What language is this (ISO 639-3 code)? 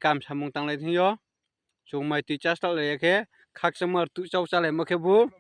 ria